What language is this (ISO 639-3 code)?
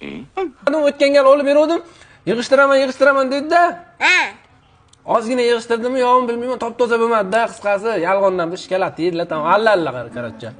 uzb